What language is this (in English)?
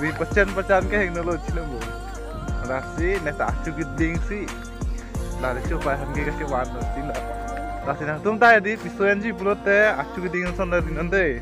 Karbi